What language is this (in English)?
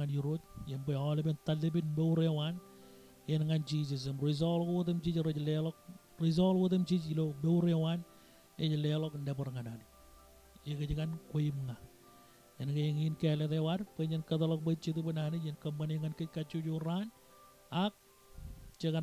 Marshallese